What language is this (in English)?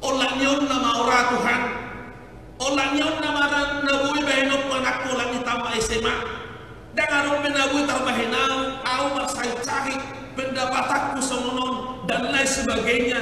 Batak Toba